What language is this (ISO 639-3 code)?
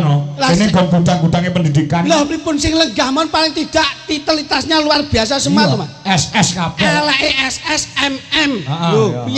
jav